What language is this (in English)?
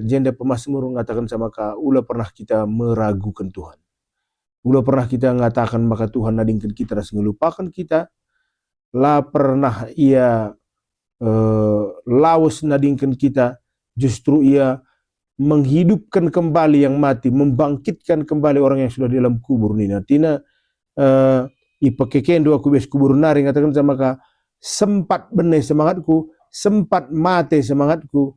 Batak Karo